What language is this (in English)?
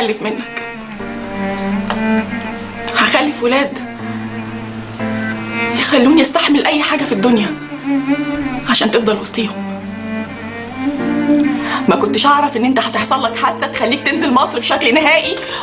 Egyptian Arabic